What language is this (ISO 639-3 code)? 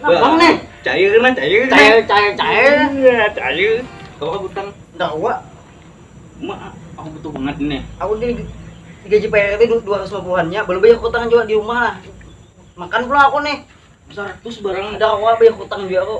bjn